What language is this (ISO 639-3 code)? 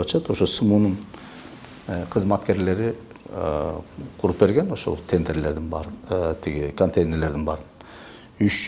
kir